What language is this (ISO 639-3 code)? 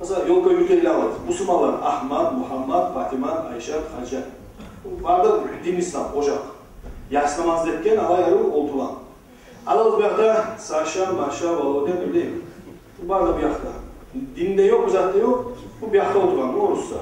kum